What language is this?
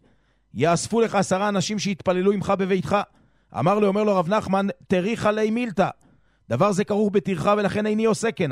Hebrew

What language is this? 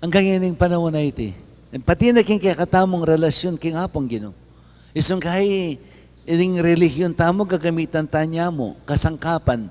Pampanga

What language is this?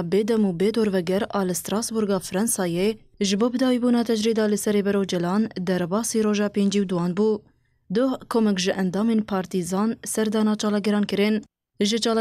Kurdish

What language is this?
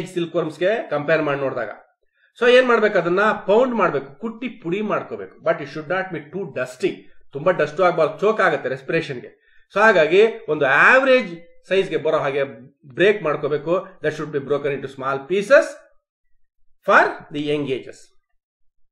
Kannada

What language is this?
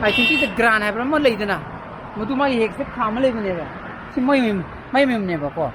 Manipuri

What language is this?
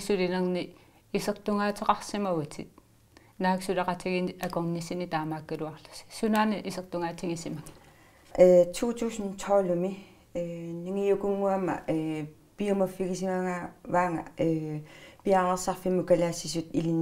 Kalaallisut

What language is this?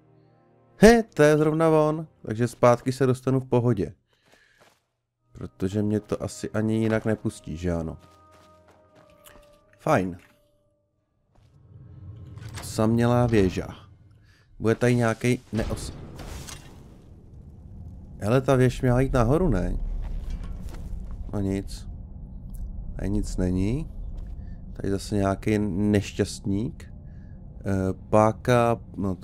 Czech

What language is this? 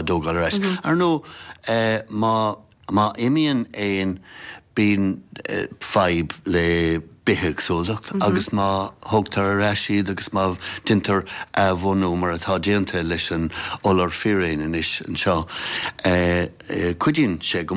Irish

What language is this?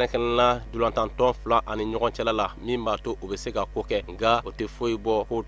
Bambara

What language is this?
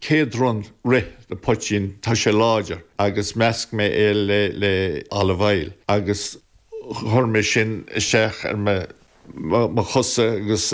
Irish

